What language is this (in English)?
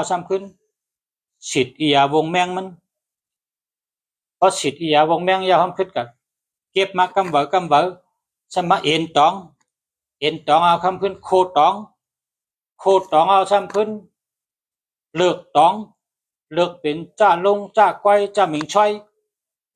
Shan